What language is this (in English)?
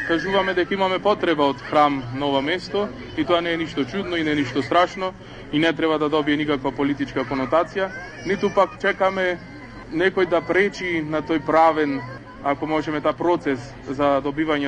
Macedonian